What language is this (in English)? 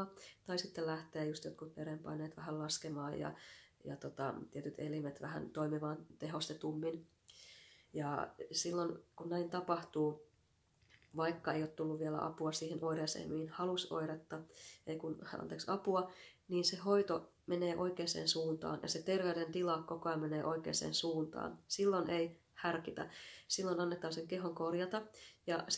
Finnish